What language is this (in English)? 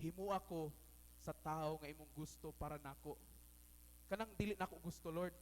Cebuano